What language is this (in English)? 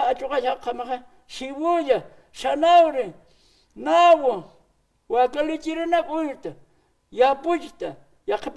Aymara